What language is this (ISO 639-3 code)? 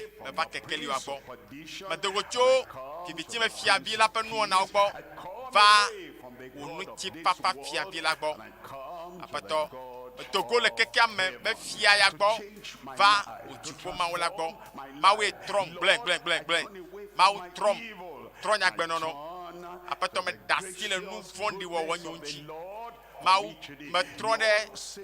ewe